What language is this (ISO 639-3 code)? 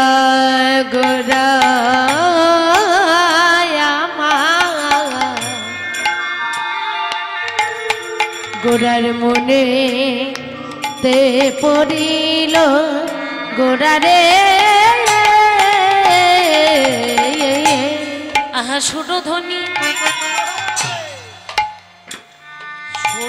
ben